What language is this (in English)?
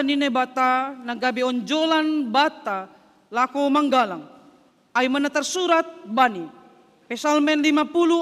Batak Simalungun